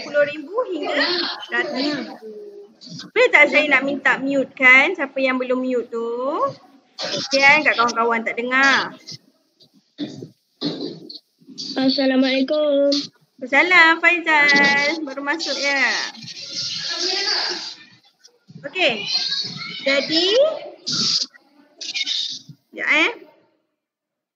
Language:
Malay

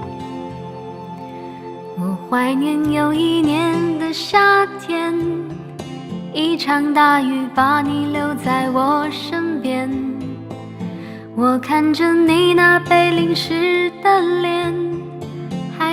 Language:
Chinese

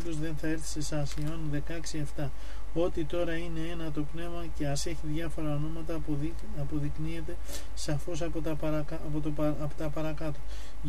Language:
Greek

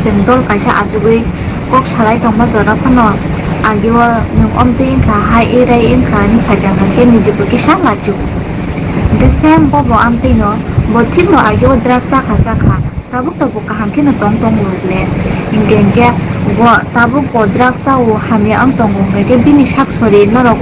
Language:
Kok Borok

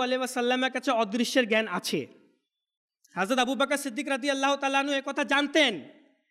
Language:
Bangla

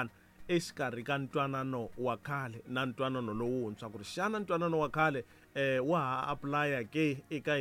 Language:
Tsonga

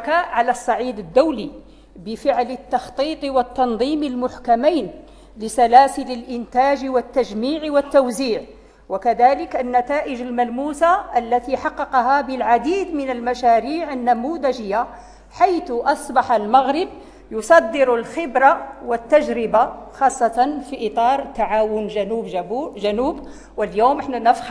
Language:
Arabic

